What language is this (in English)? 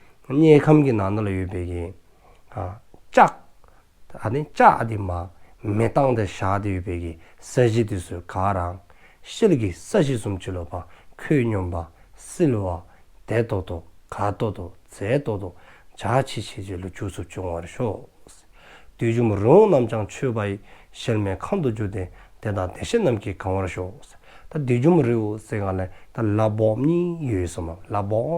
Dzongkha